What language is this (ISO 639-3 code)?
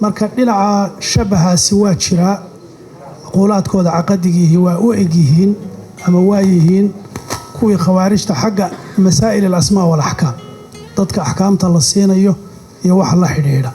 som